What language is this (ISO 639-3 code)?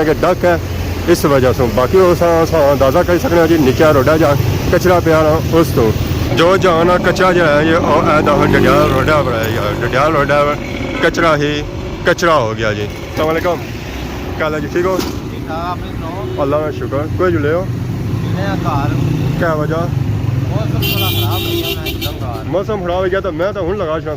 phr